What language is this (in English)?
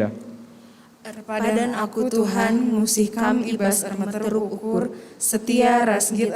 Batak Karo